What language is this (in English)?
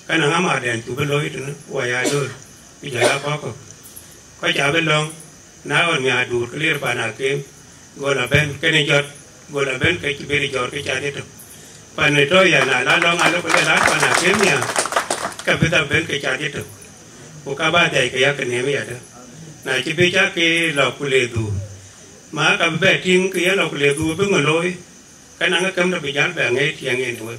Dinka